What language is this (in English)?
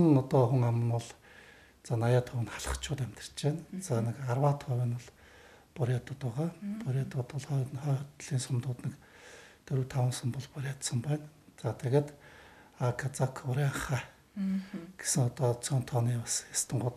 Mongolian